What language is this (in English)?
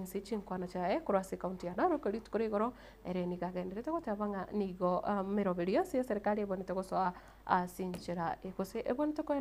Gusii